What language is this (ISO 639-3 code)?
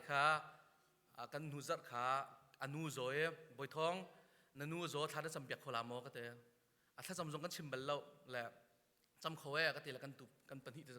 cnh